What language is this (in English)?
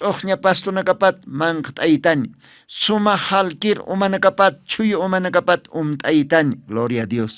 Aymara